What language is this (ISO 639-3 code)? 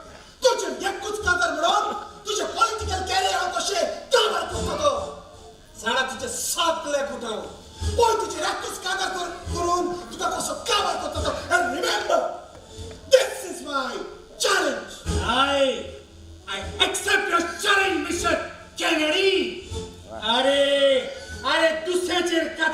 kok